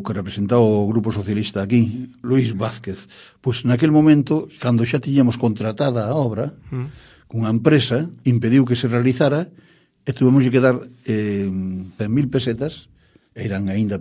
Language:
Galician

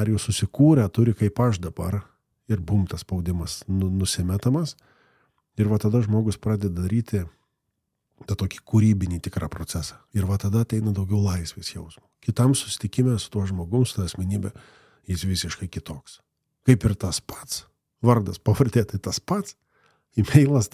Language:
Lithuanian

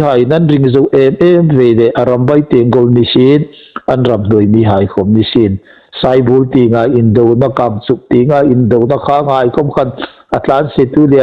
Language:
Hmar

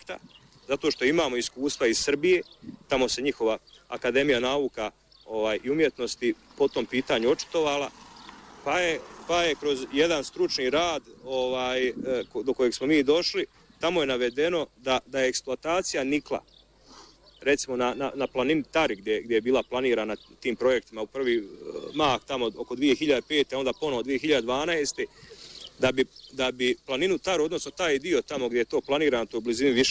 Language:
Bosnian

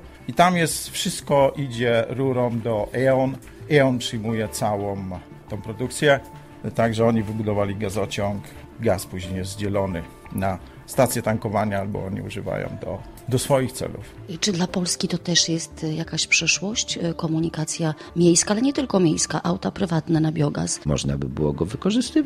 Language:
Polish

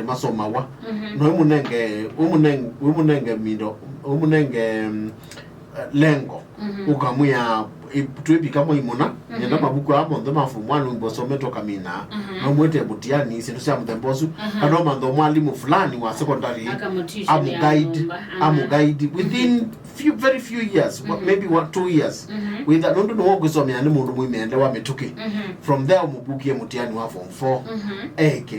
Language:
Kamba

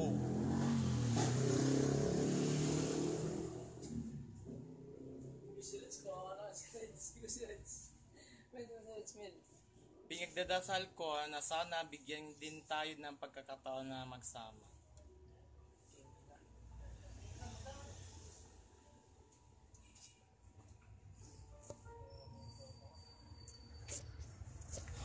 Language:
Filipino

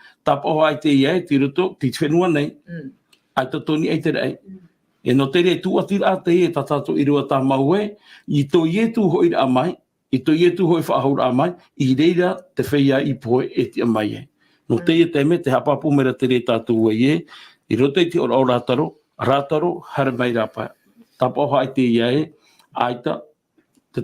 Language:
Tahitian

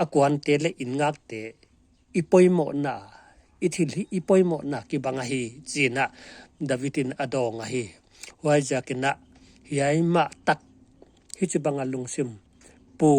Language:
Paite Chin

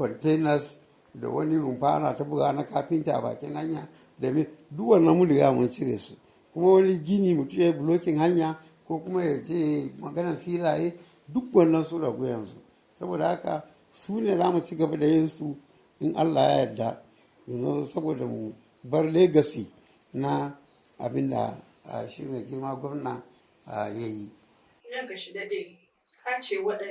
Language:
Hausa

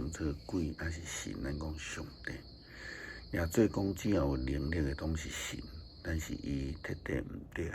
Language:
Min Nan Chinese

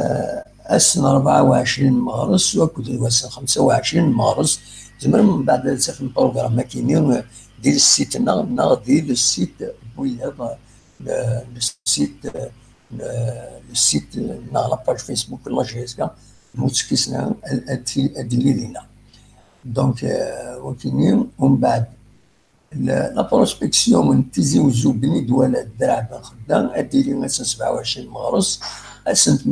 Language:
Kabyle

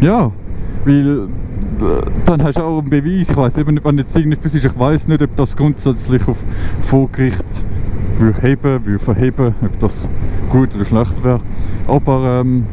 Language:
Swiss German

